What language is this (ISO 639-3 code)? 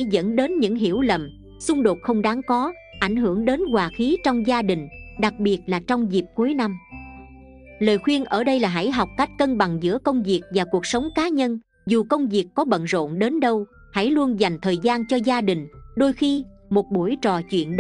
vie